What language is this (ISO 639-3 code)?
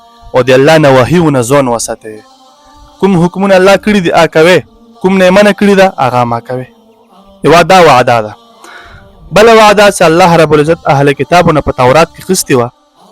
pus